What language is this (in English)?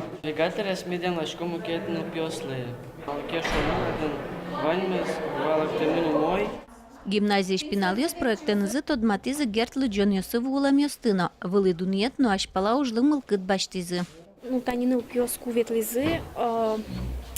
Udmurt